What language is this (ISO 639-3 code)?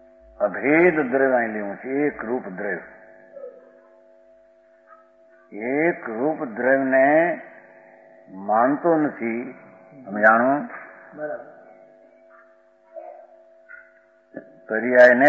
guj